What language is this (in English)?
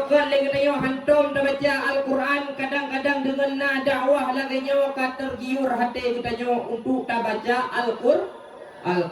Achinese